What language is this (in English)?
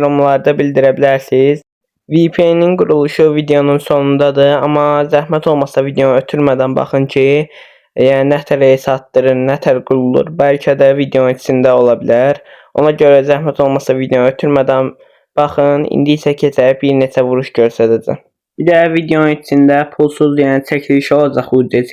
Azerbaijani